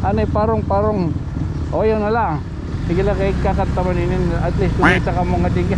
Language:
Waray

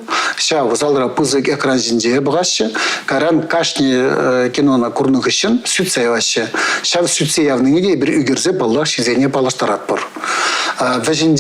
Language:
Chuvash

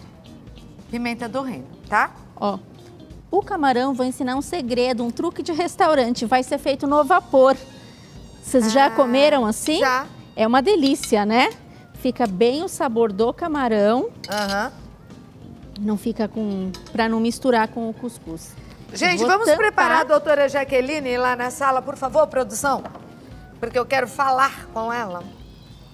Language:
Portuguese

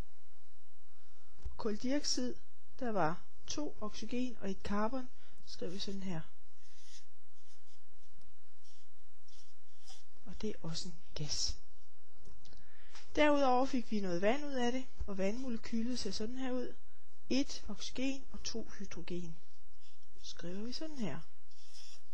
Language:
Danish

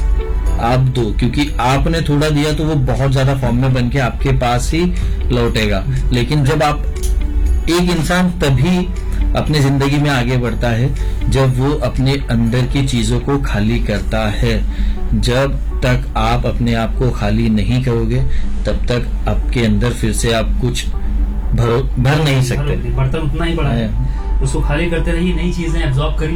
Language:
Hindi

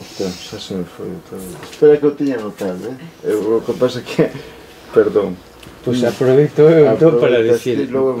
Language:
Galician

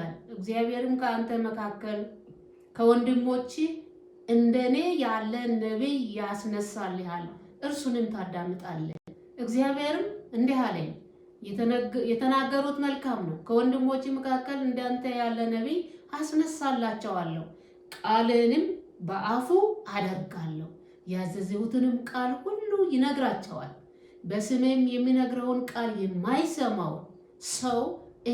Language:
Amharic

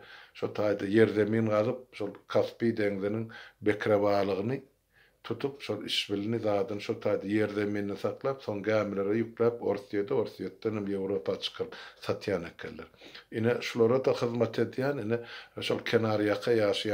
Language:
Turkmen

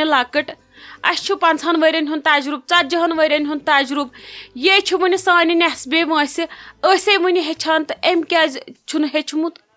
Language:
Kashmiri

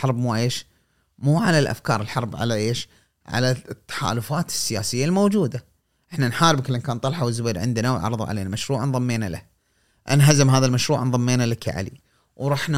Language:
Gulf Arabic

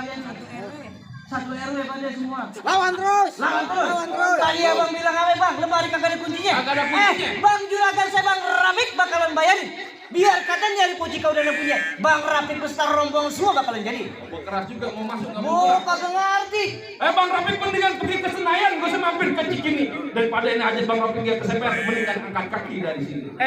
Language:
Betawi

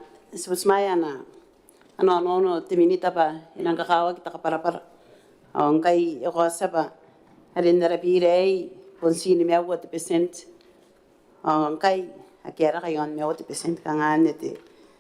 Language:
Gilbertese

